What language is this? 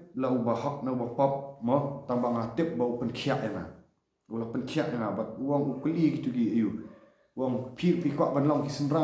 Khasi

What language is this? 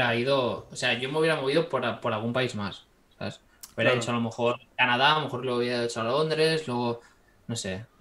Spanish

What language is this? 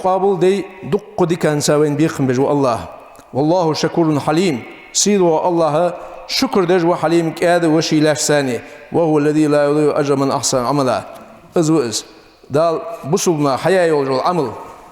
Ingush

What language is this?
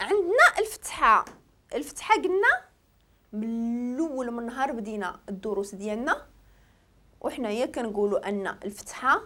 Moroccan Arabic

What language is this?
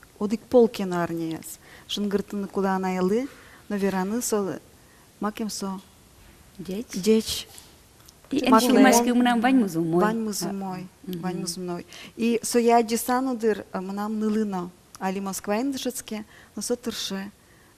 Udmurt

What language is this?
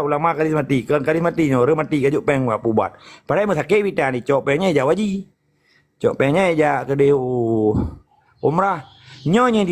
Achinese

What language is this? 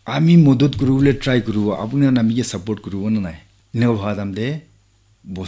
Naga Pidgin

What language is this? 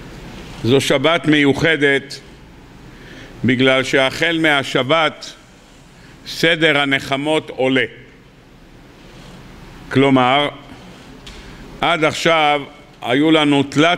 Hebrew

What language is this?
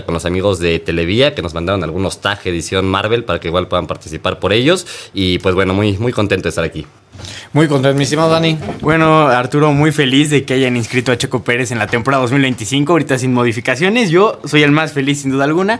Spanish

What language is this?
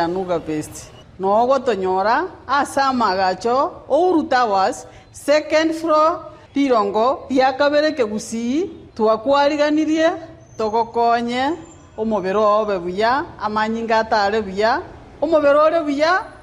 Gusii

